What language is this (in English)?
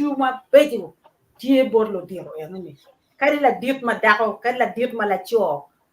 Acoli